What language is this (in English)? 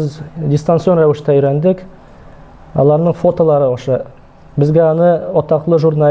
Tatar